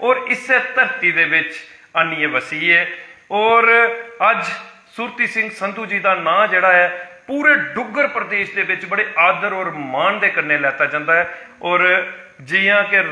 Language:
Dogri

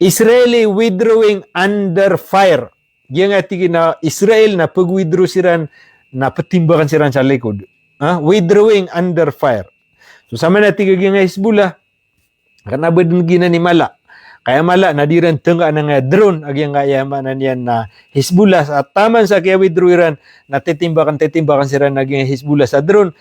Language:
Maranao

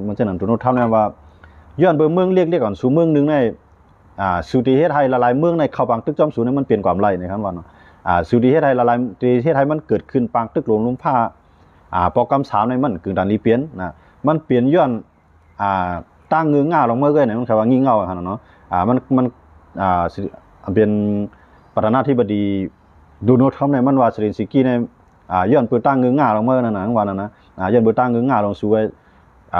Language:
Shan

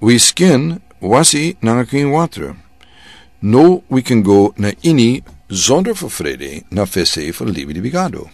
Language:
Sranan Tongo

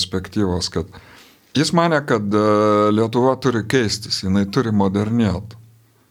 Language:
Lithuanian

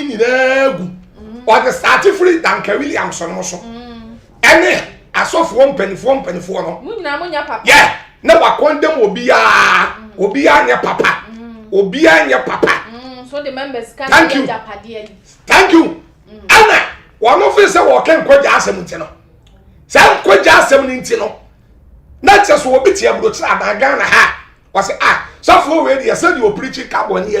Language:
Akan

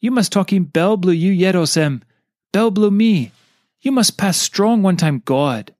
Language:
Tok Pisin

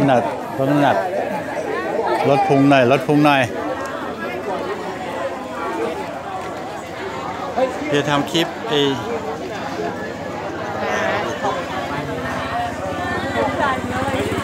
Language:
Thai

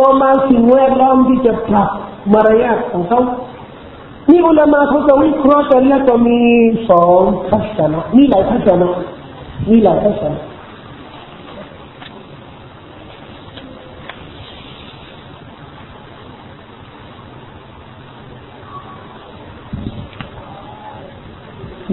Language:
Thai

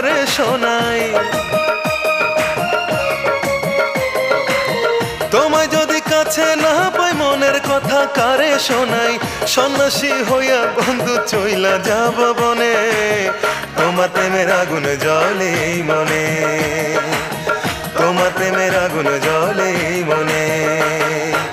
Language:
Bangla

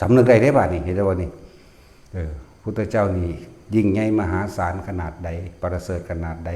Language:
Northeastern Thai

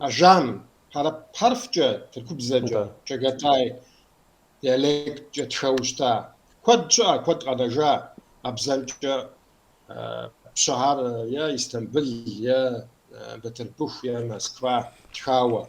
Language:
Kabardian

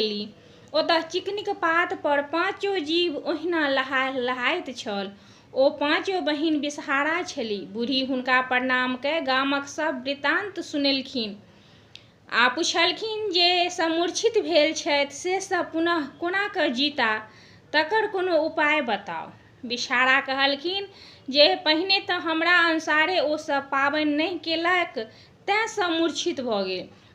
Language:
Maithili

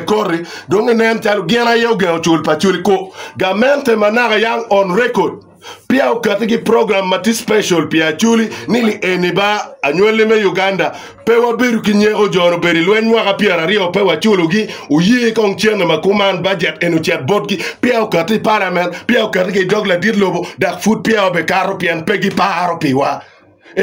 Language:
Acoli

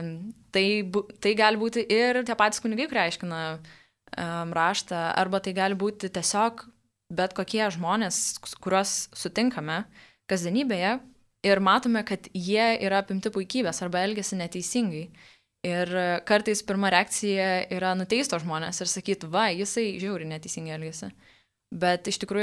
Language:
Lithuanian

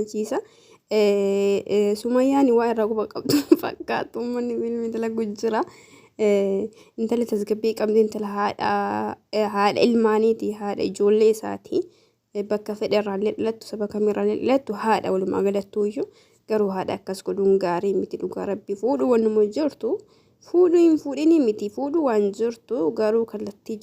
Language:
Oromo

